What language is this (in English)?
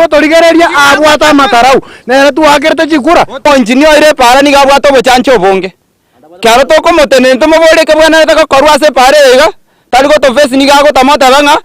Gusii